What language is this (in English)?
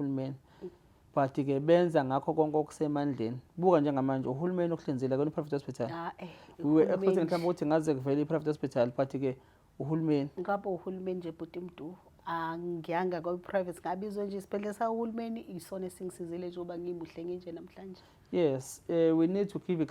Zulu